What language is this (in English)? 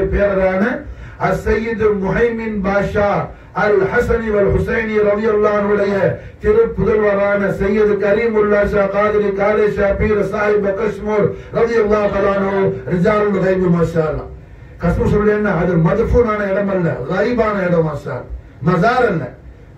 Tamil